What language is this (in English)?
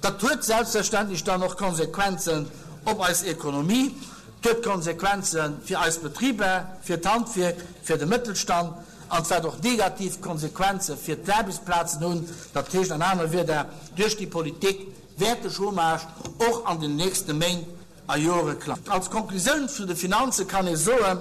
Luxembourgish